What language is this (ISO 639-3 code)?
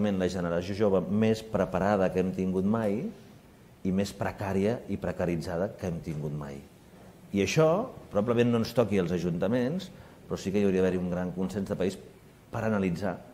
cat